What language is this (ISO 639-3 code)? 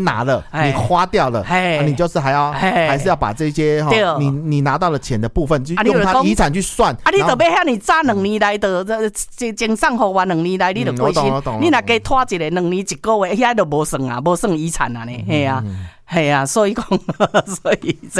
nan